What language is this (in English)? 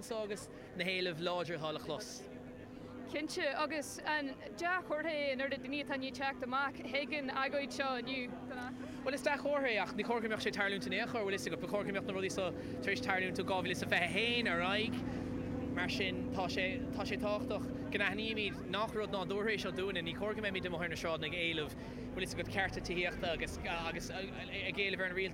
Irish